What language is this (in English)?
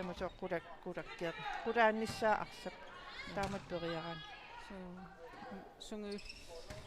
Kalaallisut